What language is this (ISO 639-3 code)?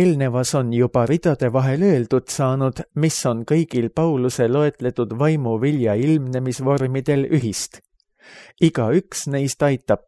est